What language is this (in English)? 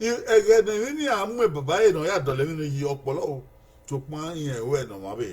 Bini